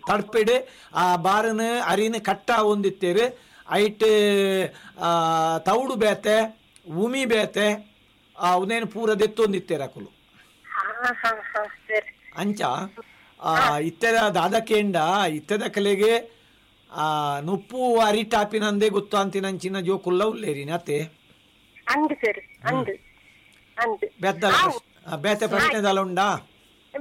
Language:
Tulu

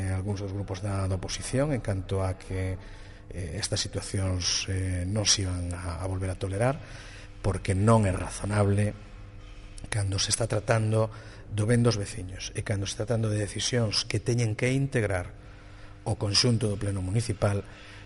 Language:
Galician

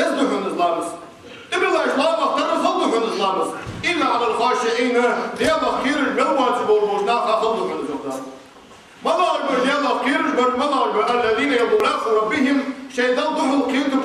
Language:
Ingush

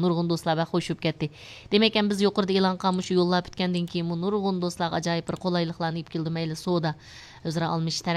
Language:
Uyghur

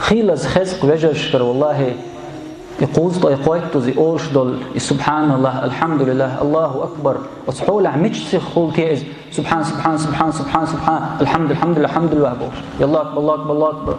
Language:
Chechen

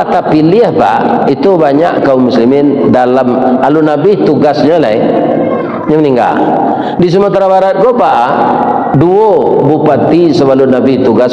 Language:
Minangkabau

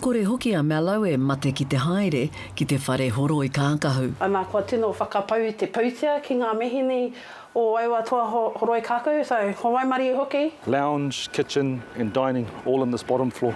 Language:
Māori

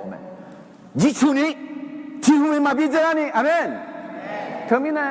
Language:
Akha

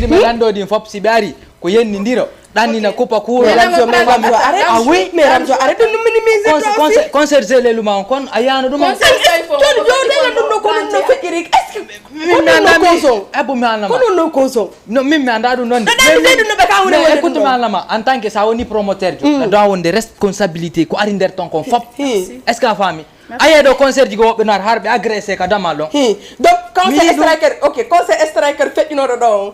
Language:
Fula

